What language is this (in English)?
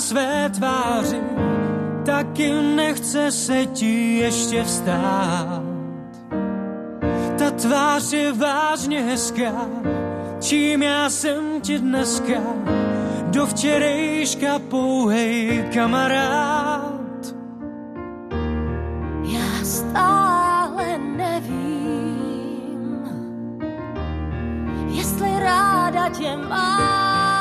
Czech